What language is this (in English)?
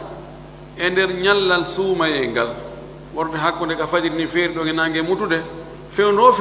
Fula